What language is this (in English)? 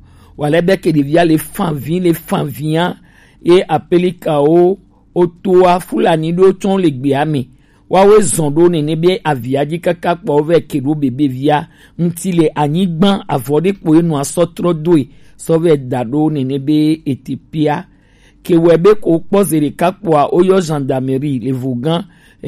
Gen